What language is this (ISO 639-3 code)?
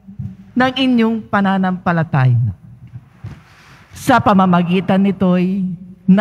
fil